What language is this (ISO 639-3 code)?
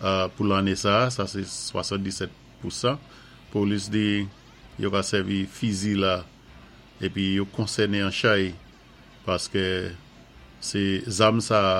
acf